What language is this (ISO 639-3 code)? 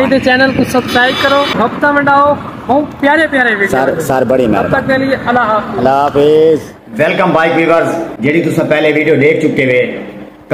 skr